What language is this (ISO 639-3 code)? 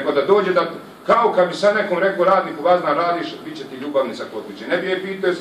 bos